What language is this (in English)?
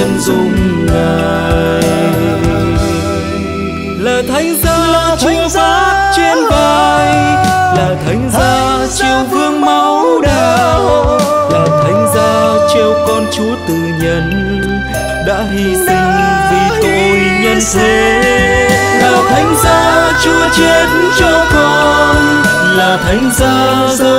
Vietnamese